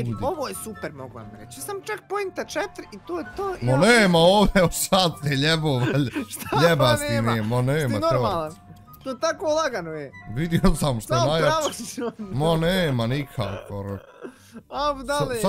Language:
Bosnian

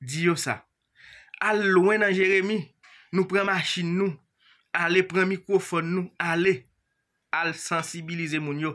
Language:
Haitian Creole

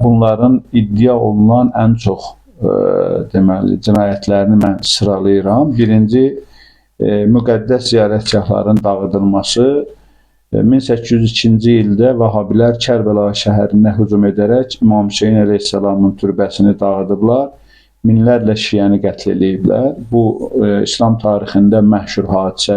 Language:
Azerbaijani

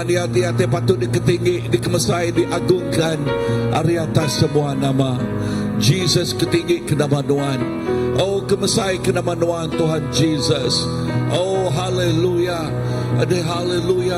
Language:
Iban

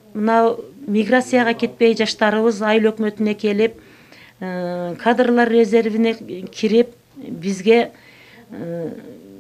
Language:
Kyrgyz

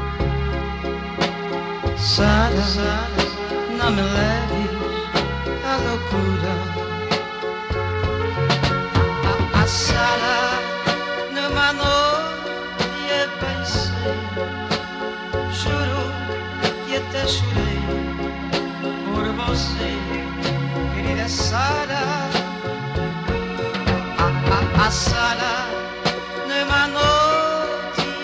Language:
Portuguese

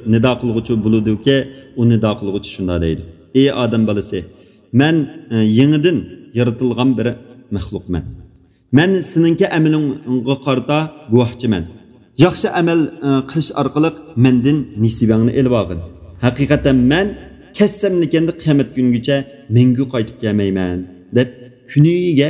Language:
Uyghur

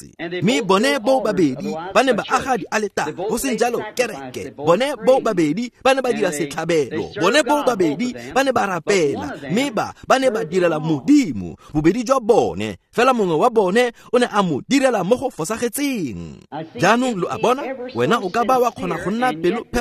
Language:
Tswana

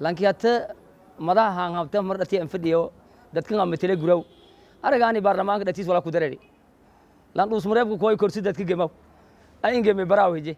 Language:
Somali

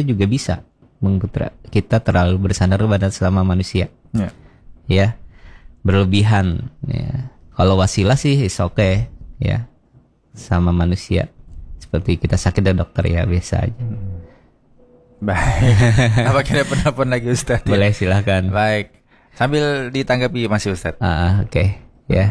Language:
Indonesian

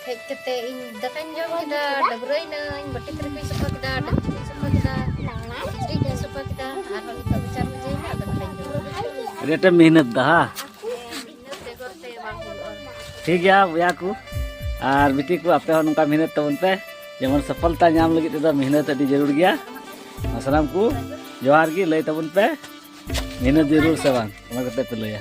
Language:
Santali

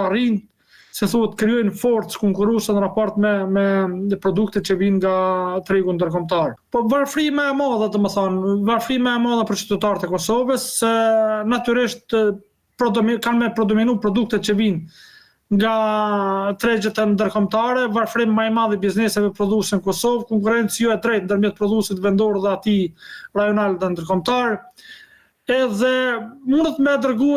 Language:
Albanian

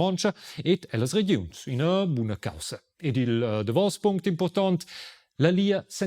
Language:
Romansh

